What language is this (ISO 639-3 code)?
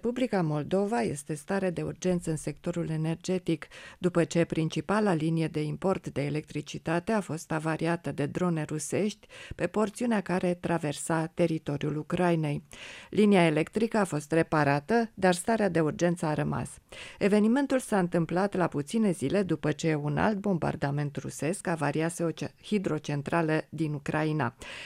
ron